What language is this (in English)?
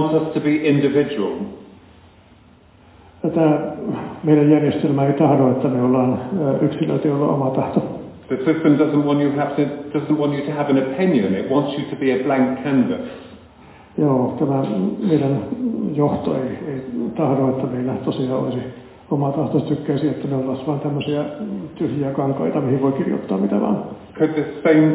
Finnish